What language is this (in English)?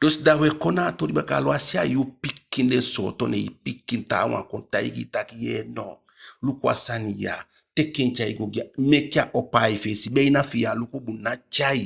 Eastern Maroon Creole